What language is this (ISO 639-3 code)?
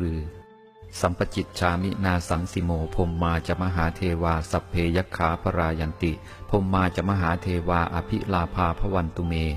pli